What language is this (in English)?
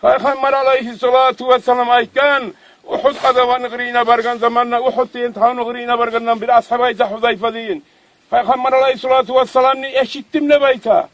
Kumyk